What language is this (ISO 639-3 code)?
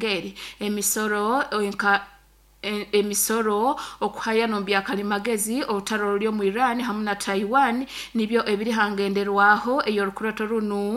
nyo